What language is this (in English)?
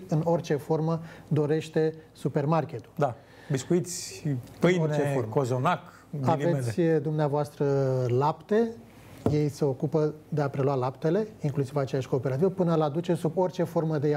Romanian